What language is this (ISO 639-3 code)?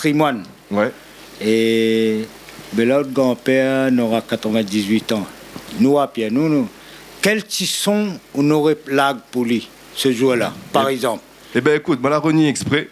rcf